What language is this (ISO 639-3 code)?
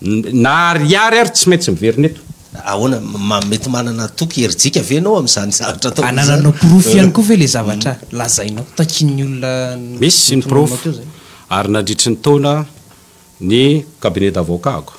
mlg